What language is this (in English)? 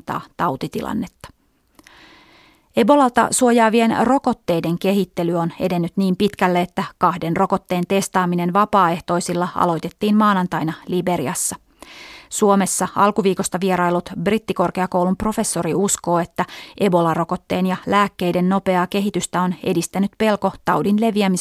Finnish